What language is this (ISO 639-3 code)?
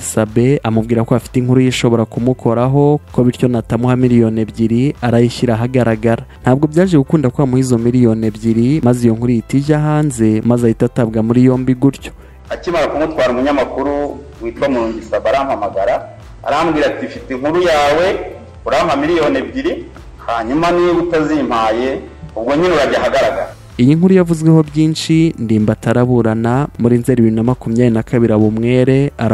kin